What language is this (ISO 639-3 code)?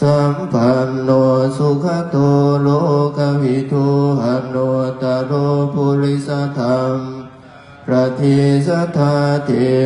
pli